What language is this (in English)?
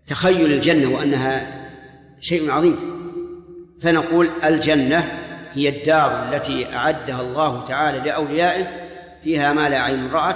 Arabic